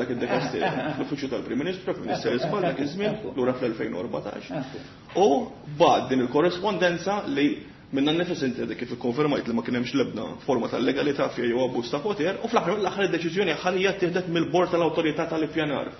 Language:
Maltese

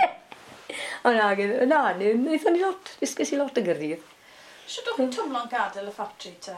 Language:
Welsh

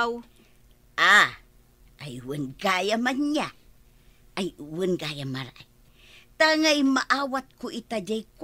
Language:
Iloko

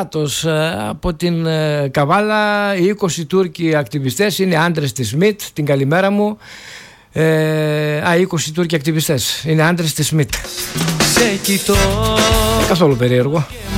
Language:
Greek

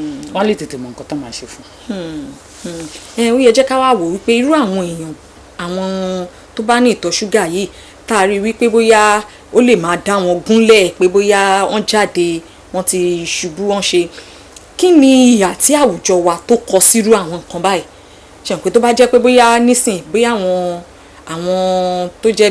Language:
Yoruba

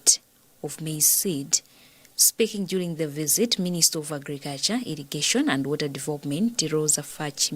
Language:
English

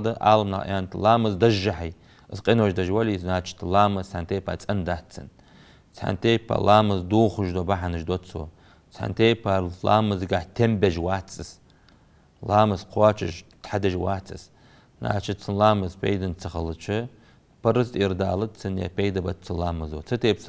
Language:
Ingush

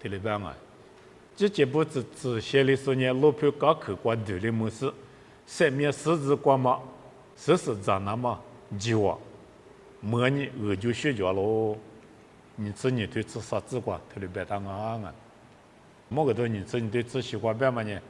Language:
Lisu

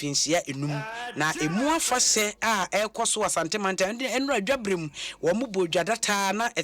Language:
Akan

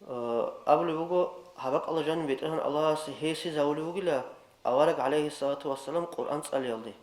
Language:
Avaric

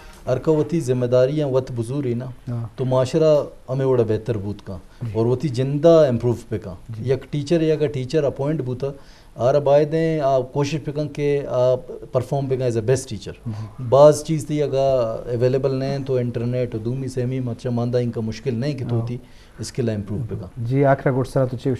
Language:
Eastern Balochi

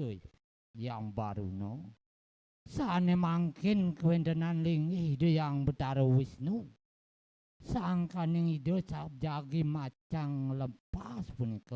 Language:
Balinese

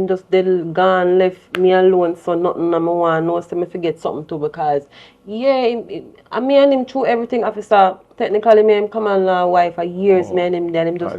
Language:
Jamaican Creole English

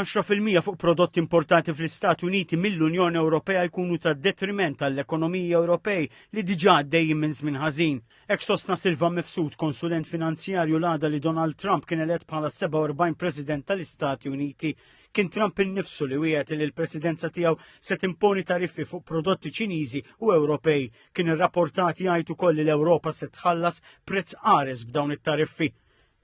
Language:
Maltese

